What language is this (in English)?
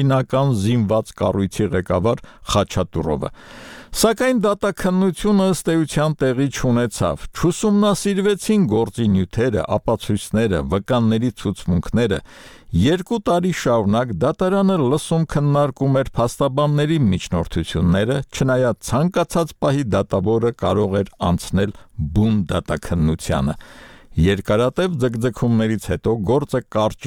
Armenian